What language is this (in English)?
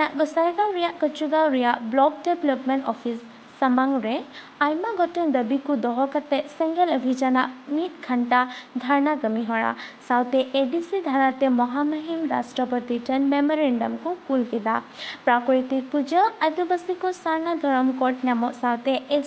Santali